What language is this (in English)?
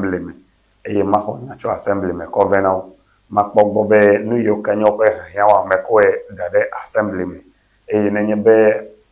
Ewe